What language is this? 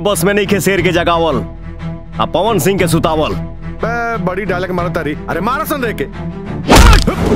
Bhojpuri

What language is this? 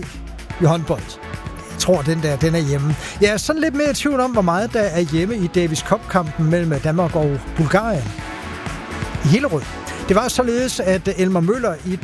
Danish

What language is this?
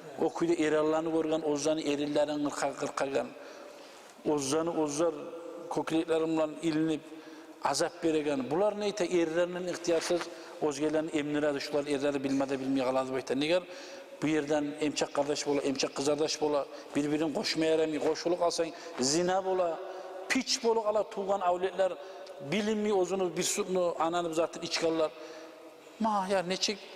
Kumyk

